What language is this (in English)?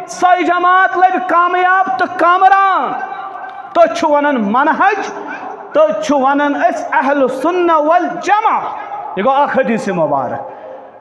Kashmiri